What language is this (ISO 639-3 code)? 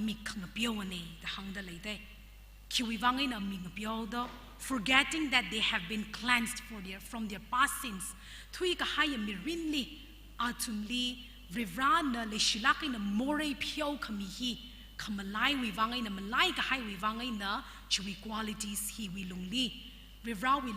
nmf